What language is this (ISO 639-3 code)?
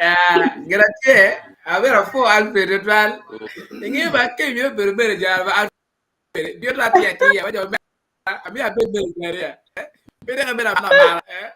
ach